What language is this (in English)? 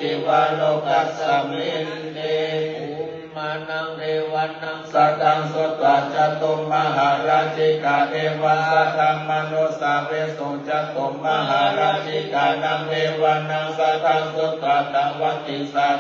Pali